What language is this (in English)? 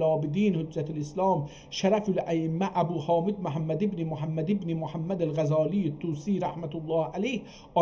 South Azerbaijani